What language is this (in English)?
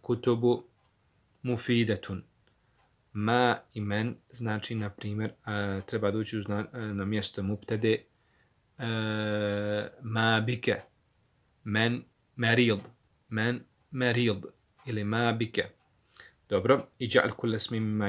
Bosnian